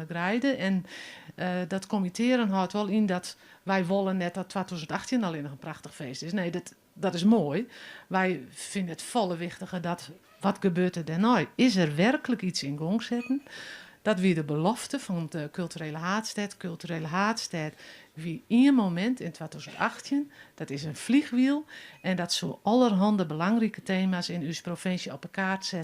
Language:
Western Frisian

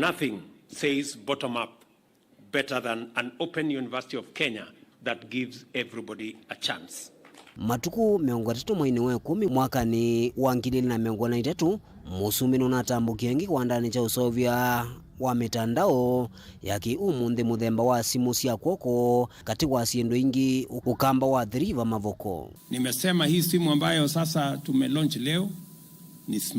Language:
Kamba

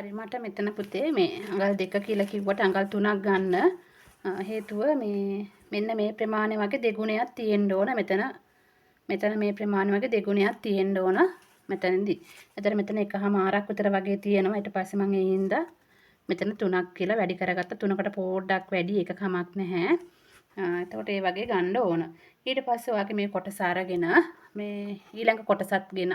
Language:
Sinhala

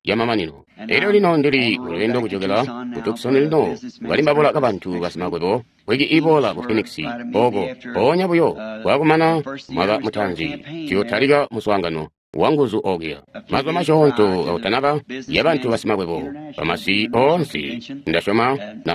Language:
Tonga (Zambia)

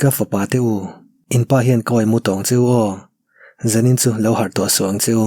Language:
Mizo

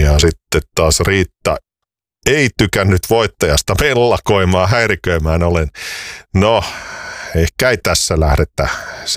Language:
Finnish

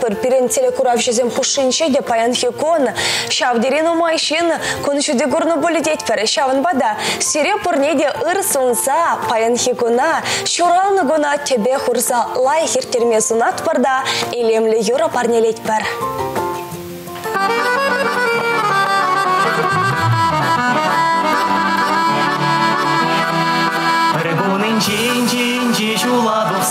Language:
Chuvash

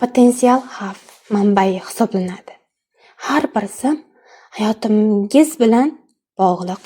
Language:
Uzbek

